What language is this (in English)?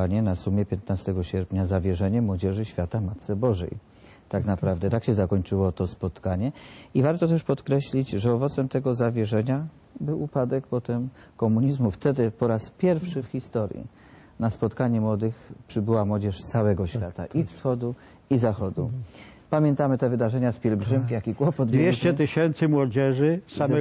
Polish